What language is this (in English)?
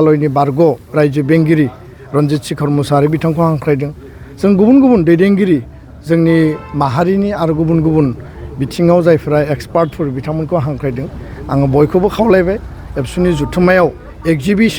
Bodo